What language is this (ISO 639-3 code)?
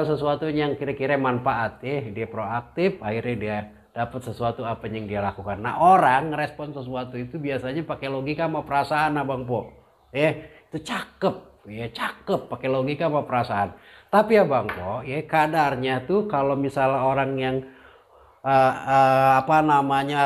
bew